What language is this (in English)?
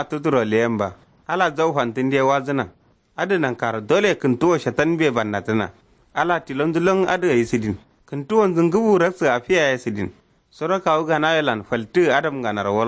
Kanuri